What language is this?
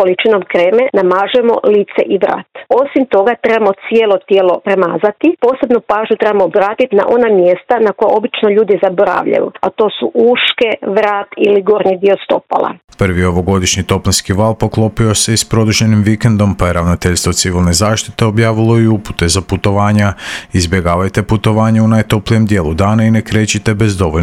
Croatian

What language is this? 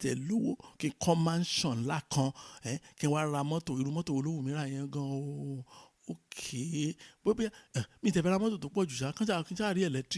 Yoruba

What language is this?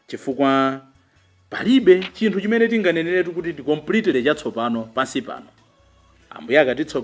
Nyanja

